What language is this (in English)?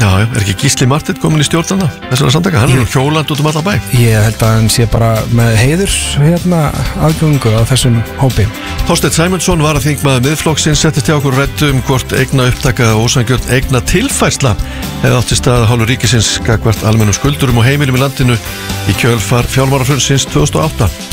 Icelandic